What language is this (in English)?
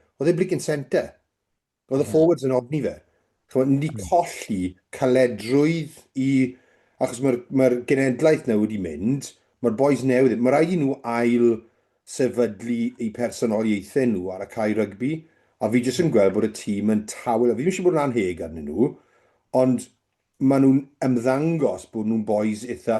Welsh